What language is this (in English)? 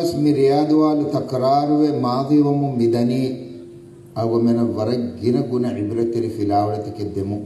Divehi